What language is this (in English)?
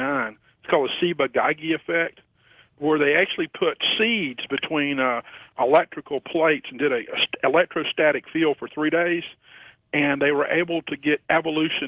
English